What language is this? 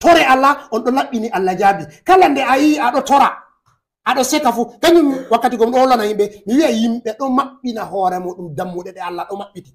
Fula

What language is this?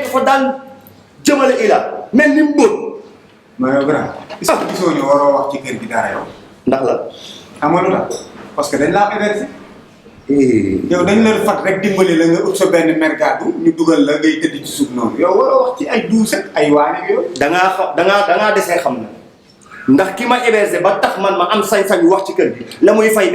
Wolof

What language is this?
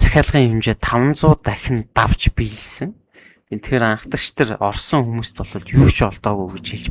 Mongolian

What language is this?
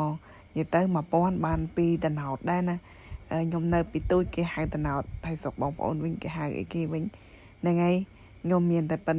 Khmer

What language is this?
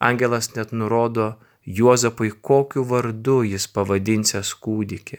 Lithuanian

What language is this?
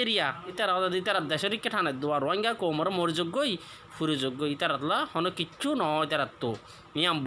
Rohingya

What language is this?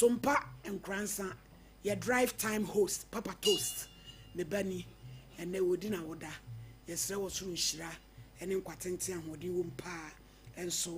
Akan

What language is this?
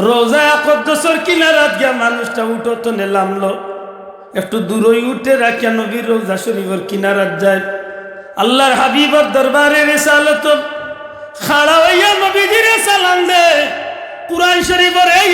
Sylheti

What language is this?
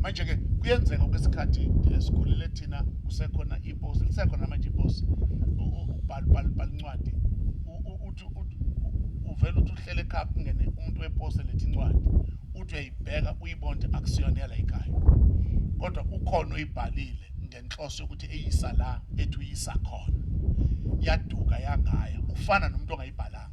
Zulu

